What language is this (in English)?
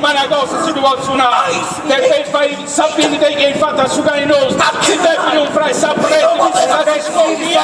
Sardinian